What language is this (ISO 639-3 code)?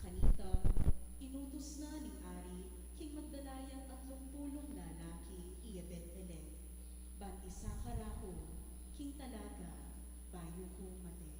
pam